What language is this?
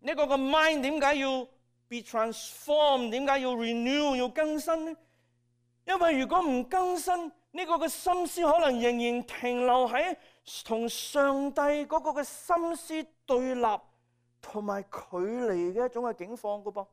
Cantonese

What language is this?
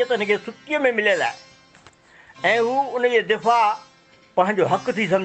Sindhi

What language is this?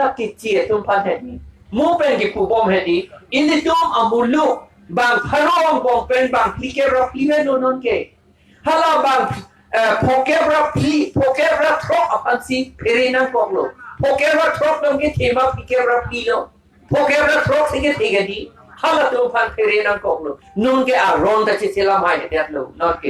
Karbi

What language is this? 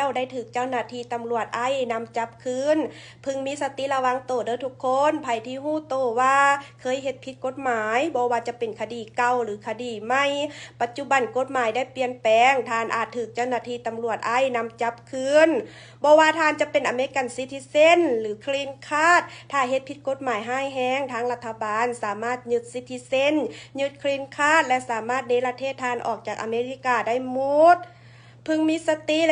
Lao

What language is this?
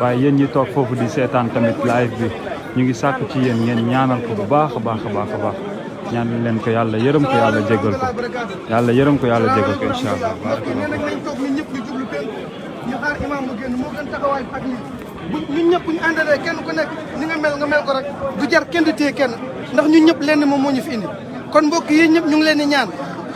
Wolof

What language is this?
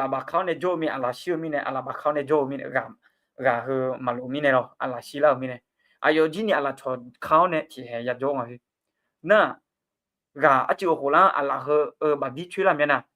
Akha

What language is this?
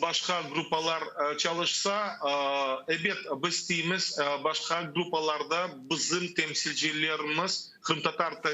Crimean Tatar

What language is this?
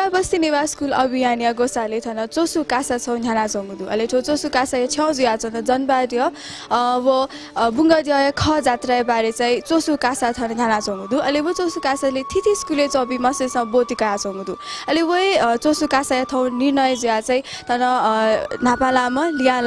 Newari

